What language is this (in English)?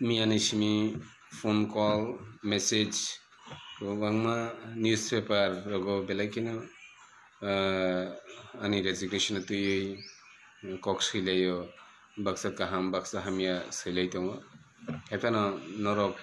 Kok Borok